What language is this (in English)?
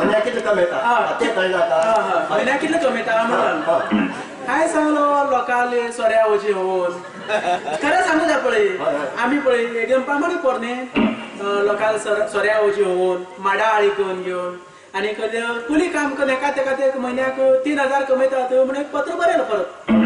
Konkani